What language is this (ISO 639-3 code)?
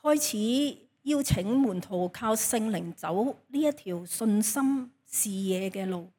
yue